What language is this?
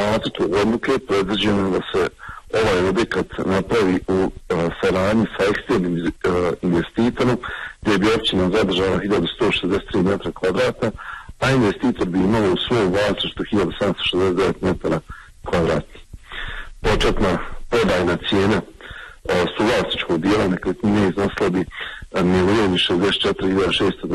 Bosnian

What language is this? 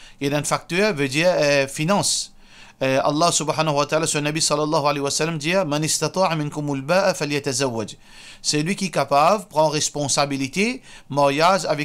Morisyen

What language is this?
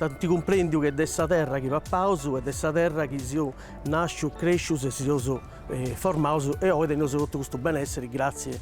Sardinian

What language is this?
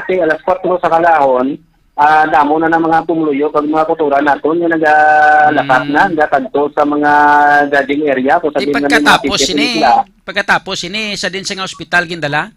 Hiligaynon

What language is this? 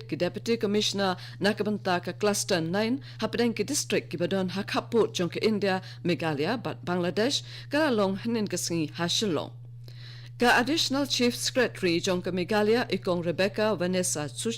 Khasi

